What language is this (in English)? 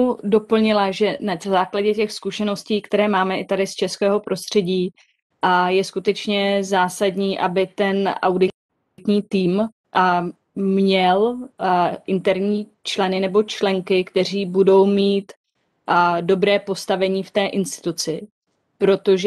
Czech